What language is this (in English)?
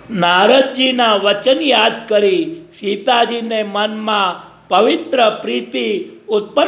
Gujarati